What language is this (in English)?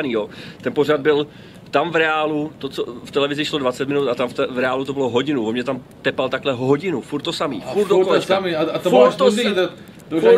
Czech